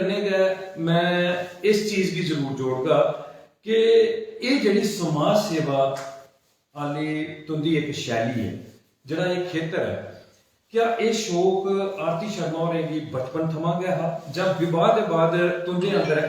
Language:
Dogri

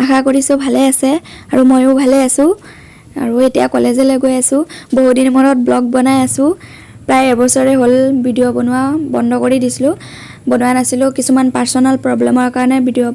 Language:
Assamese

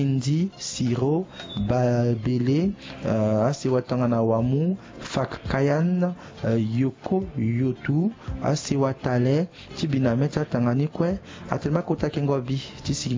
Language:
Sango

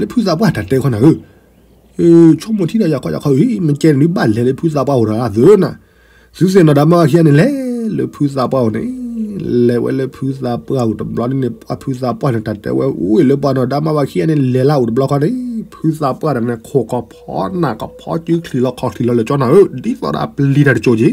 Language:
S'gaw Karen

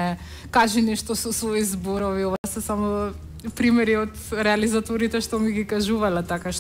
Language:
Macedonian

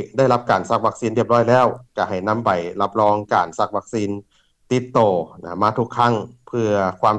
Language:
Lao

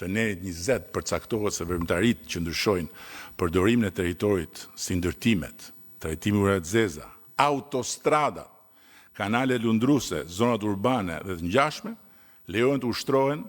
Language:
Albanian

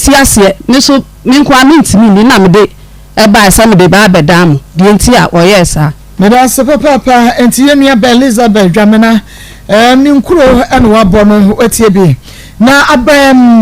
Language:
Akan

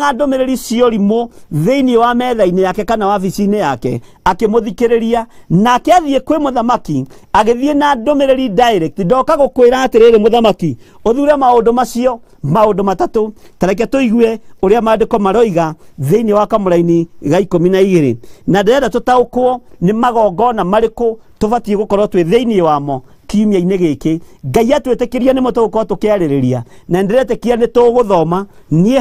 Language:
Kikuyu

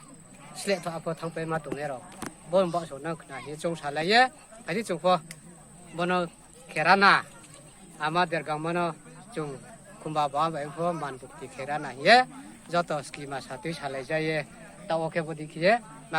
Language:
Riang (India)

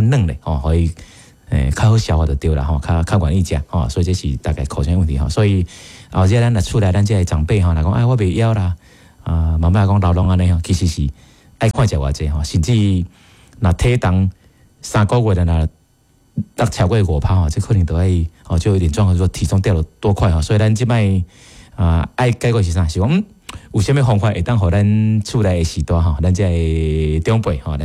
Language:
Min Nan Chinese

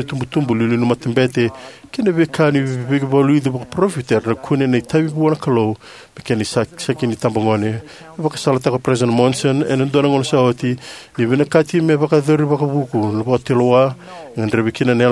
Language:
Fijian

